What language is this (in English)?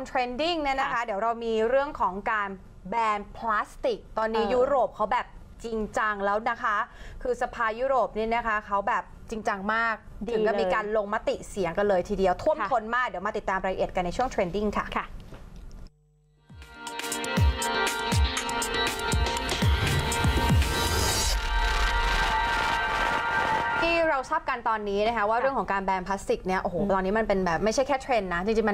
Thai